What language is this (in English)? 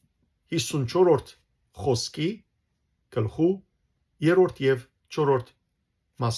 Western Armenian